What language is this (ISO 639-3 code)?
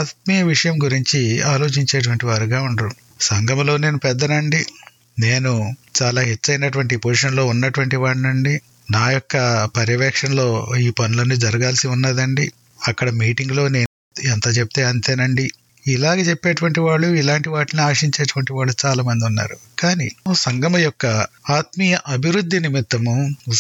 tel